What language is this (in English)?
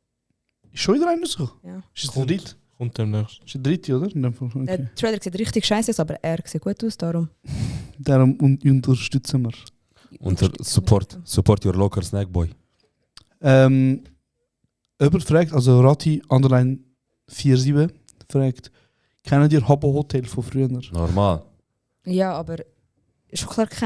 Swiss German